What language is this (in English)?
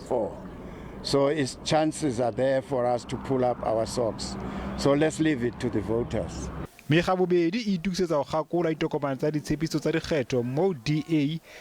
Southern Sotho